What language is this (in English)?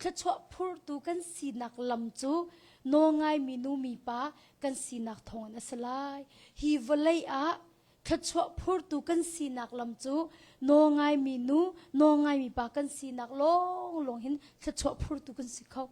Hakha Chin